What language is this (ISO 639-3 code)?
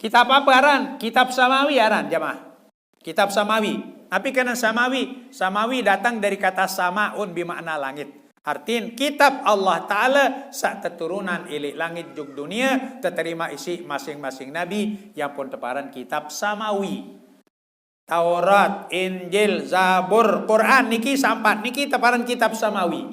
sas